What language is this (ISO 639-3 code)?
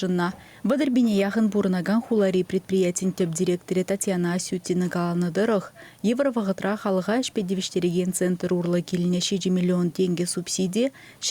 chv